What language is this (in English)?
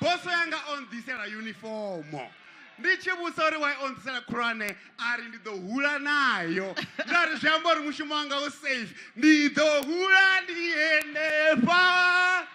Venda